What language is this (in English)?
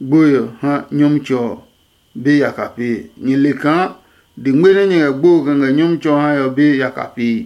Adangme